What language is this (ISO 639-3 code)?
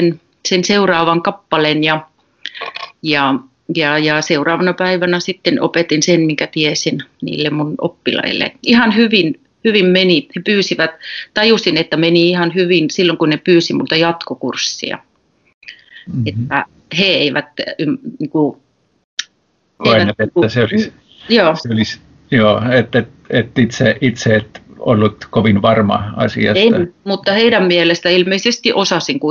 fin